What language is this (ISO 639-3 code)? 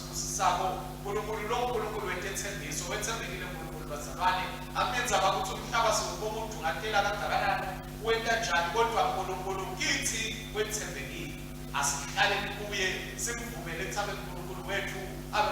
ssw